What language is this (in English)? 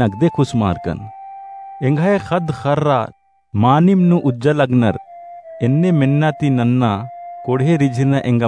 Kurukh